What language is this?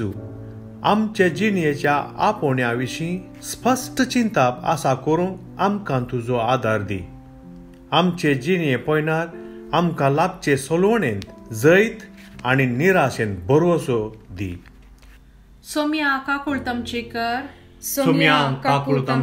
Konkani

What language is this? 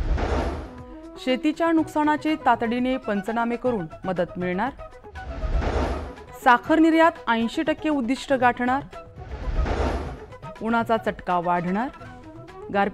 Marathi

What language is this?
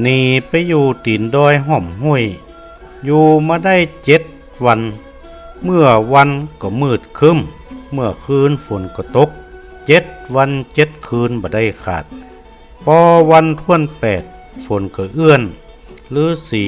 Northern Thai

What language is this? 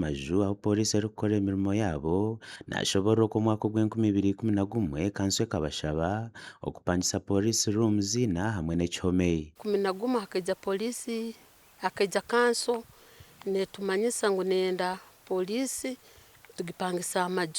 Nyankole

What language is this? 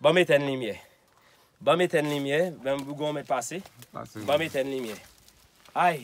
Haitian Creole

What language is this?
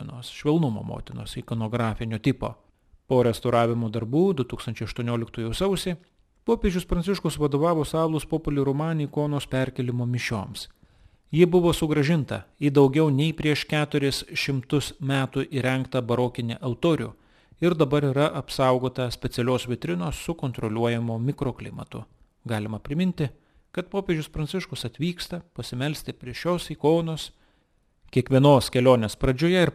Lithuanian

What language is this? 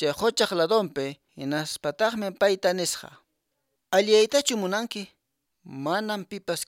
Quechua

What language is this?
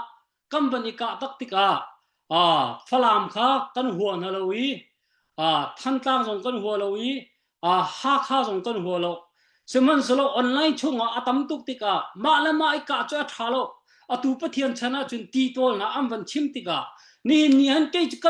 Hakha Chin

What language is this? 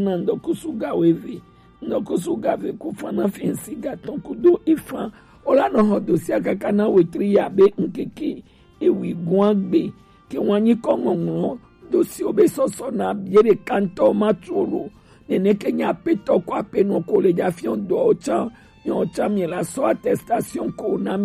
Gen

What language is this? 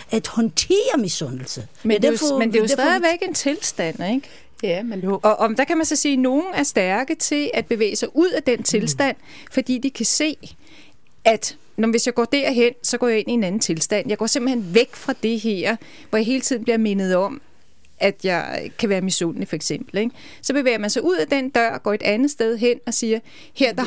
Danish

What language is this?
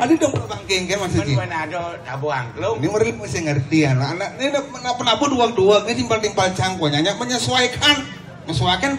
Balinese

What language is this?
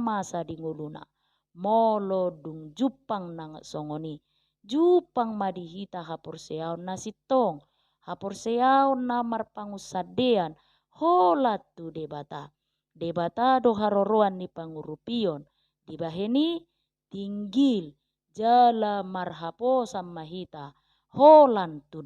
Batak Toba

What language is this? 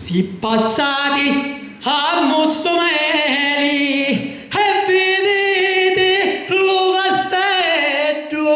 Sicilian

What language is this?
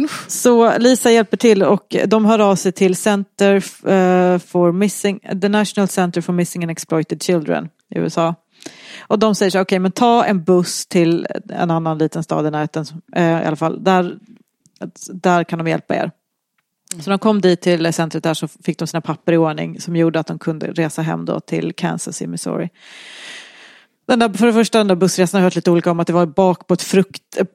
Swedish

